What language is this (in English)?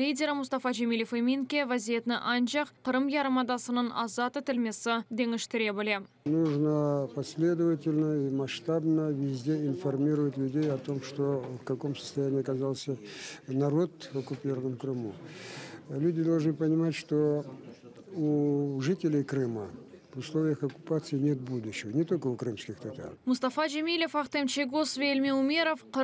Crimean Tatar